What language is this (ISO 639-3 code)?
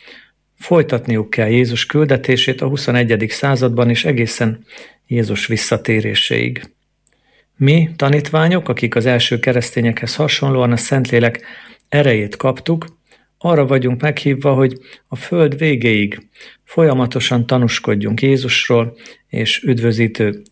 hun